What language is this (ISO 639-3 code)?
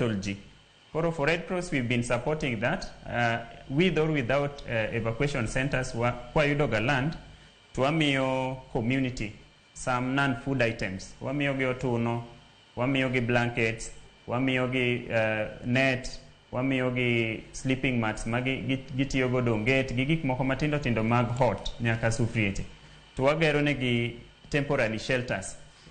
luo